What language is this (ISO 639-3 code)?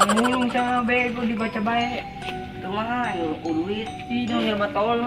sun